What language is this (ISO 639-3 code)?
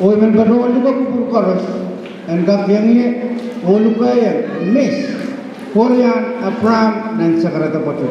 pon